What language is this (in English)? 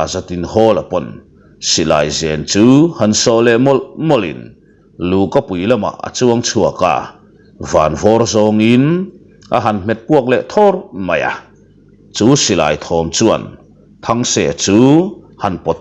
Mizo